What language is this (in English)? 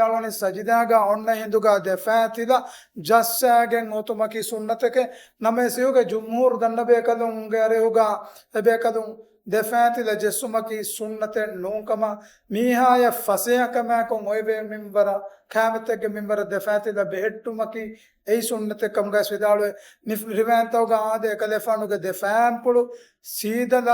Divehi